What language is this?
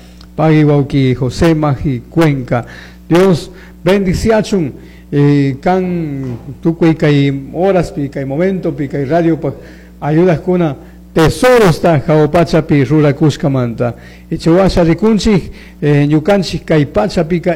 Chimborazo Highland Quichua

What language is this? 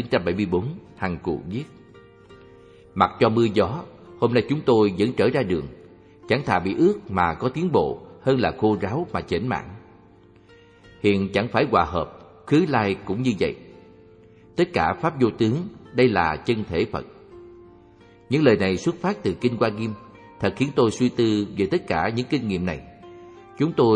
Vietnamese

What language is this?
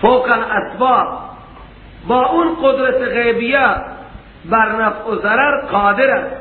Persian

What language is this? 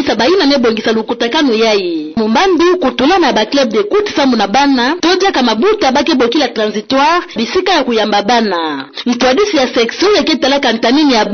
Kituba (Democratic Republic of Congo)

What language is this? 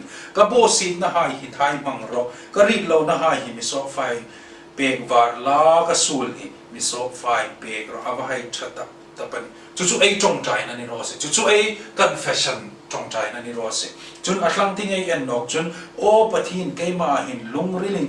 Hmar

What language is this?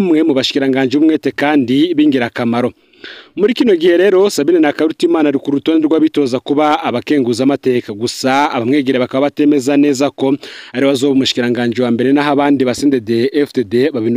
Rundi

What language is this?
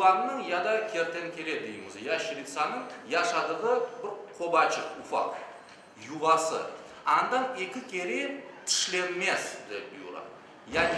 Crimean Tatar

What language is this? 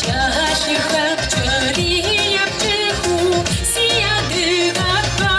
Kabardian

